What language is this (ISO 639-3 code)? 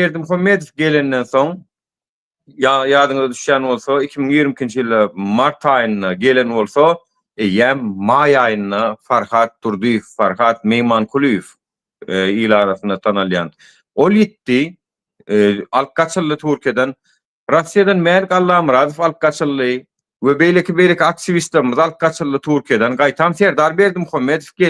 tuk